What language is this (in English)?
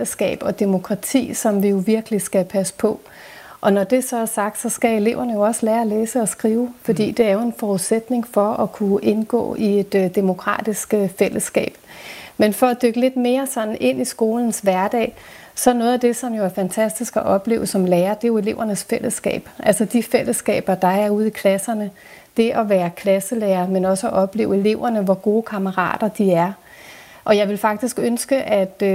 Danish